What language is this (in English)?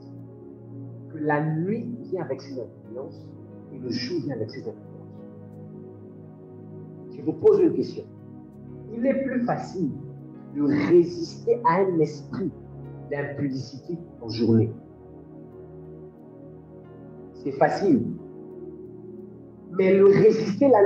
French